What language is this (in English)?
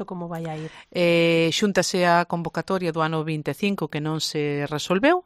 Galician